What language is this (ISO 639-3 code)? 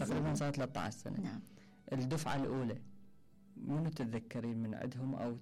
acm